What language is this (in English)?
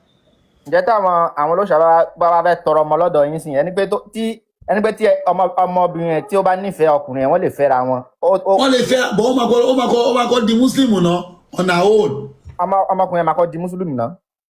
Yoruba